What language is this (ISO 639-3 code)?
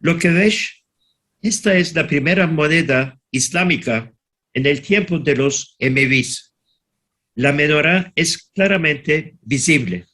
lad